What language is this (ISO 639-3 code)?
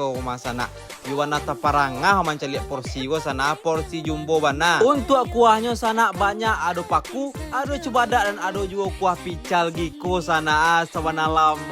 min